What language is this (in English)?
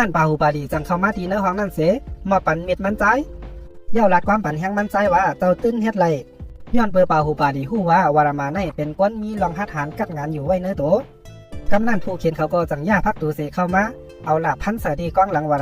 Shan